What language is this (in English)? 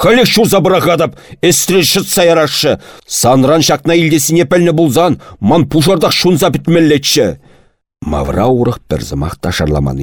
Chuvash